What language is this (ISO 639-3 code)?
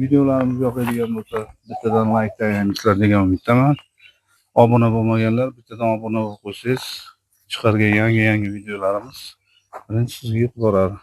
uzb